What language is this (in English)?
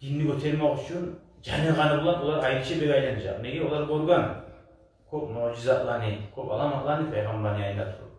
Kumyk